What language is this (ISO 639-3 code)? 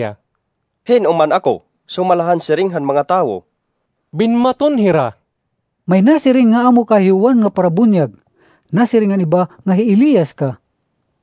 war